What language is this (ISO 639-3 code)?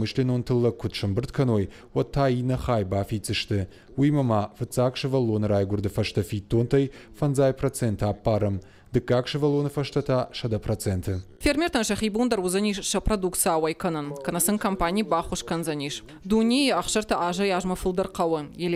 oss